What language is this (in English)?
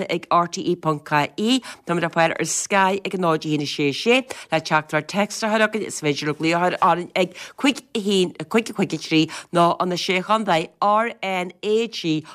Irish